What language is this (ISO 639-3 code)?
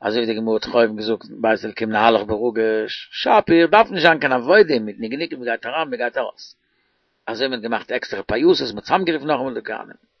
yid